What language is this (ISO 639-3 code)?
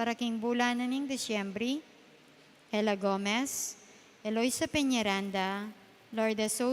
pam